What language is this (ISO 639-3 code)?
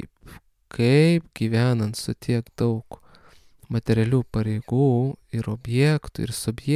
lit